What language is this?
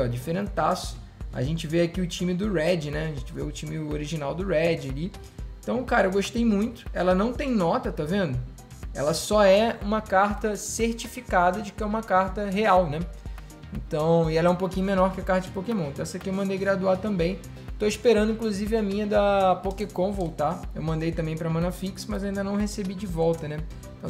Portuguese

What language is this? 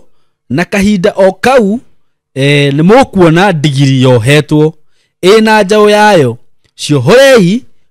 Kikuyu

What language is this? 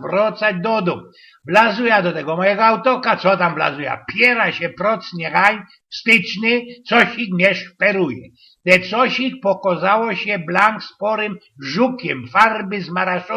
Silesian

